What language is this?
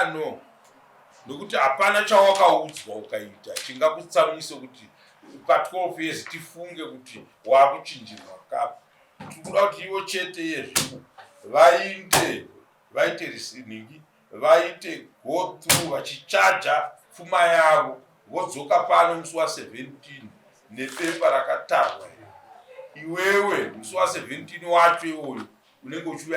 Shona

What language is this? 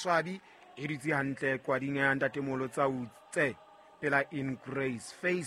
Southern Sotho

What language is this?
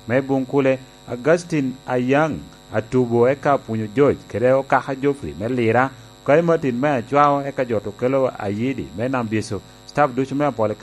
Lango (Uganda)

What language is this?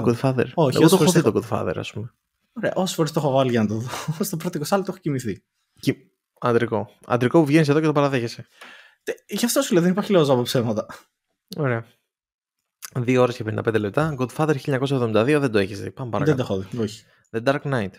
Greek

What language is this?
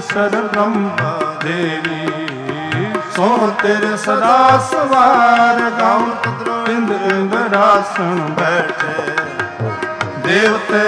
Punjabi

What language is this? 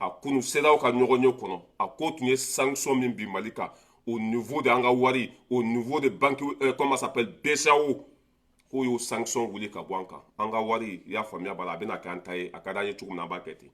Bambara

